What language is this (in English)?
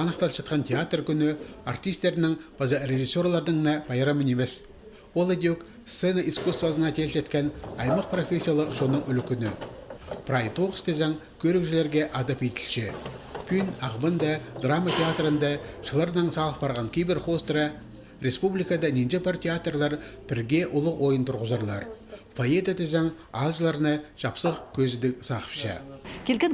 Khakas